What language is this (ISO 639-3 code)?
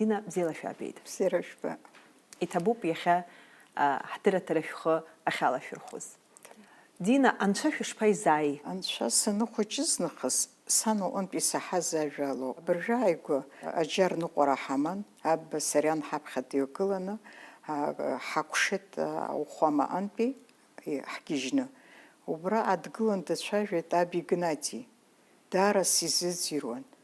abk